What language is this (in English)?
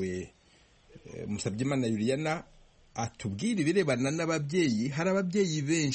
Kinyarwanda